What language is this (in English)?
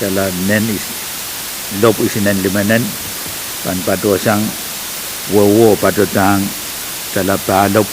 Pohnpeian